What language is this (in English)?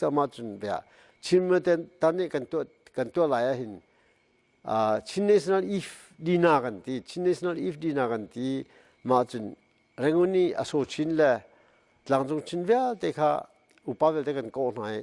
Hakha Chin